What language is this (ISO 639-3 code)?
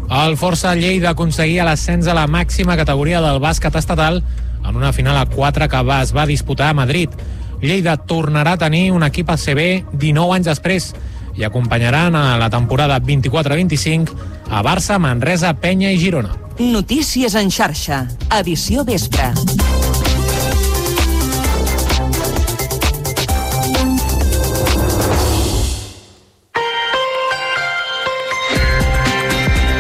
cat